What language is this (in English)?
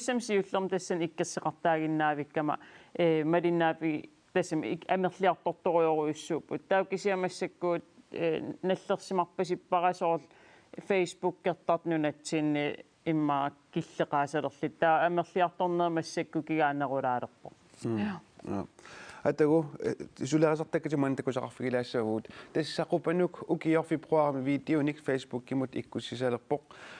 Kalaallisut